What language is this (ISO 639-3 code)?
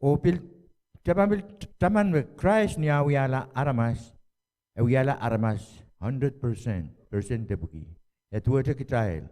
pon